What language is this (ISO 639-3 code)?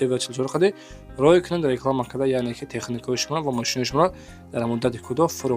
tgk